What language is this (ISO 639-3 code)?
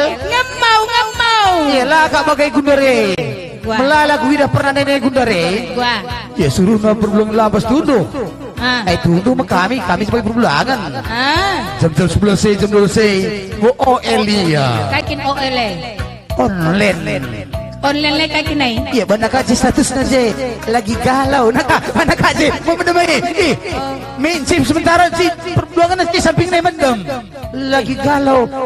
btx